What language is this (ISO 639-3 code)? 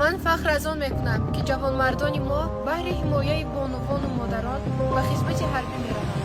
tgk